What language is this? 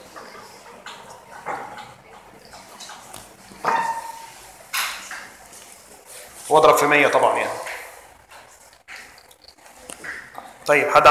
Egyptian Arabic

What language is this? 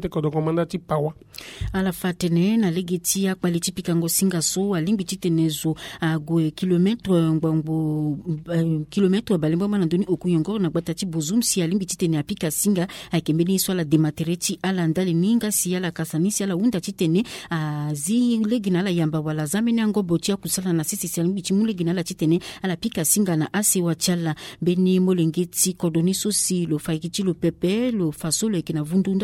Sango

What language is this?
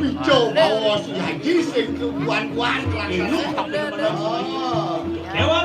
Balinese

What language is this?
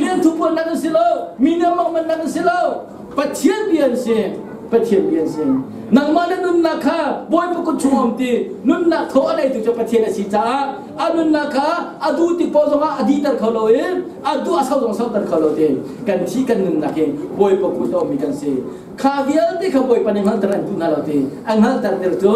Hakha Chin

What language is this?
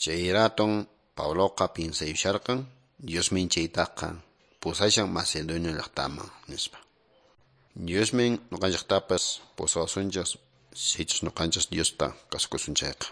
Quechua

